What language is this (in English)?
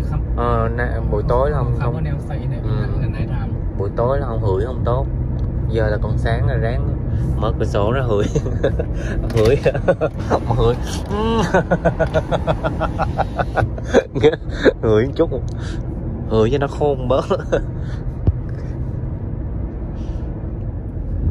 Vietnamese